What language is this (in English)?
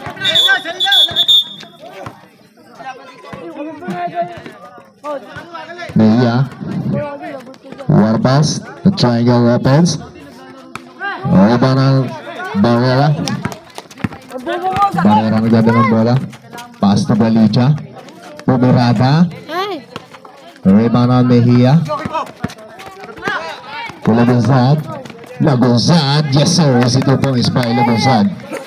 Filipino